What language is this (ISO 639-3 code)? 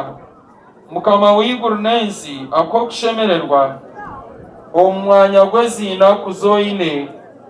nyn